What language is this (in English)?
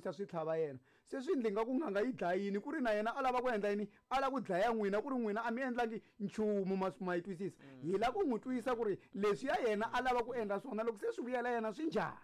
Tsonga